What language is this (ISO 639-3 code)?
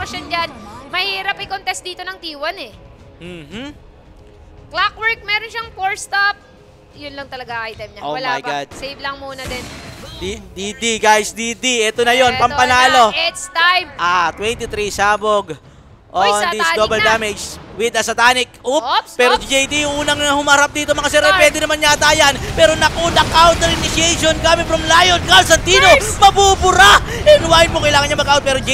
fil